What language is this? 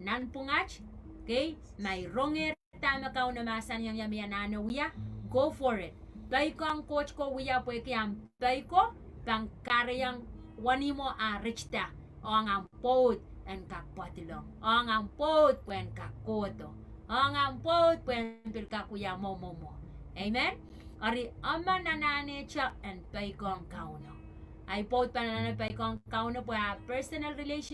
Pohnpeian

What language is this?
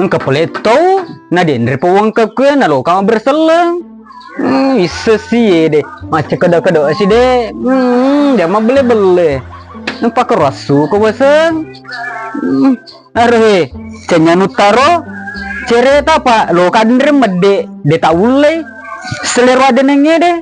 Buginese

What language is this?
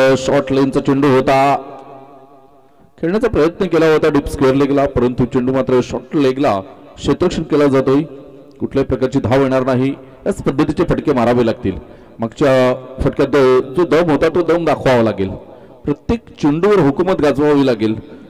Marathi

